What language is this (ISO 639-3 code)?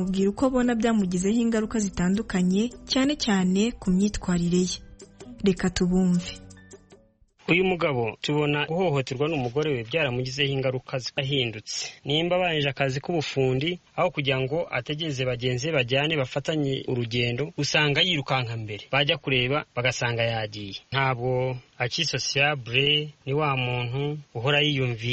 kin